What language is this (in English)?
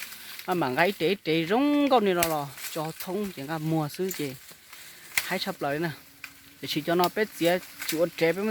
Hmong